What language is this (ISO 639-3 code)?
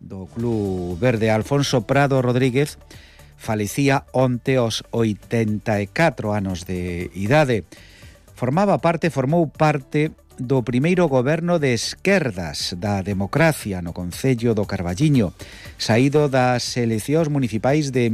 glg